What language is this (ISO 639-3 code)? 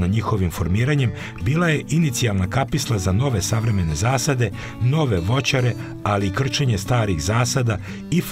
srp